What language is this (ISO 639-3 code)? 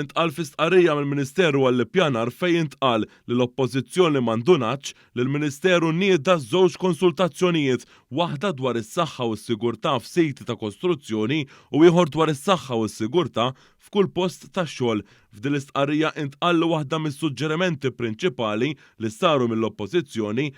mlt